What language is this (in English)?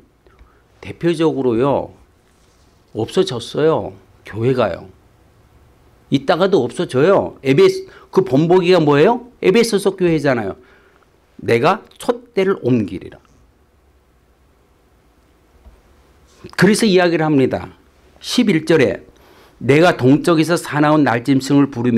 Korean